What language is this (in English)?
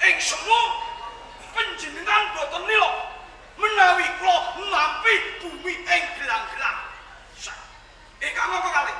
Javanese